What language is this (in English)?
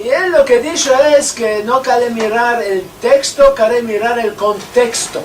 Ladino